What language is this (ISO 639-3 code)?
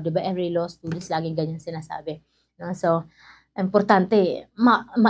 war